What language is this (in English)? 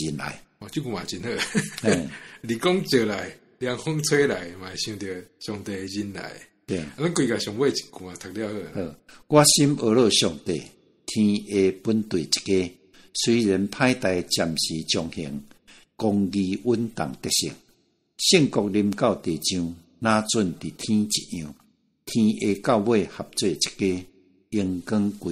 Min Nan Chinese